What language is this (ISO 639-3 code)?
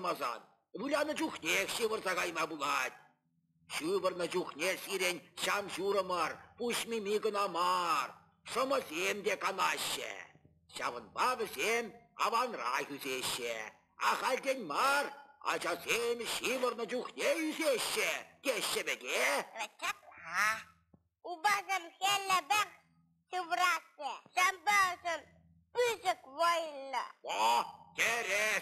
chv